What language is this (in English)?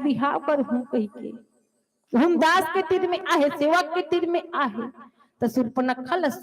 Chhattisgarhi